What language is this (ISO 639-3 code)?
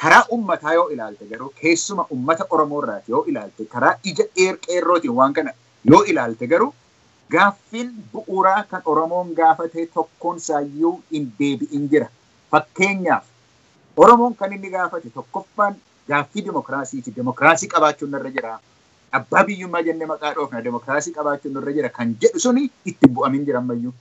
orm